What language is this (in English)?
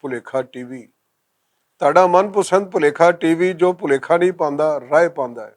Western Panjabi